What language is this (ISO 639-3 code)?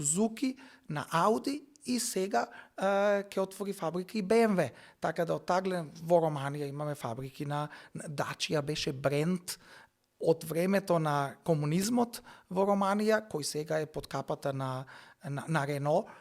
mkd